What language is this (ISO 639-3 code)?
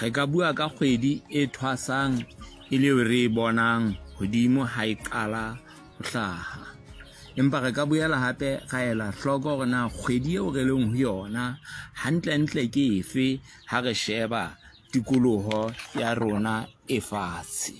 sot